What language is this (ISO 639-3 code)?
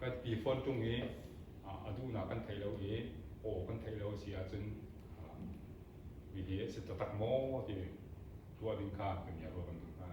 cnh